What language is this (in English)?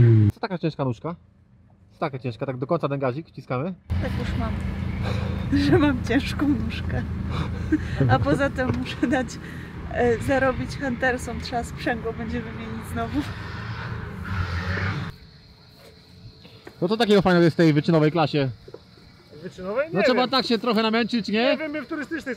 Polish